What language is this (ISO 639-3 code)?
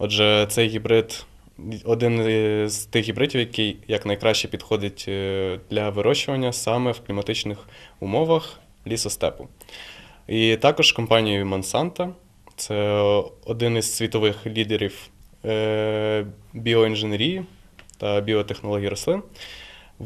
ukr